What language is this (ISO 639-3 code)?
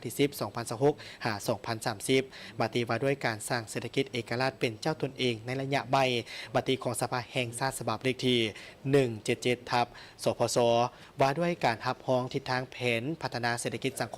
lao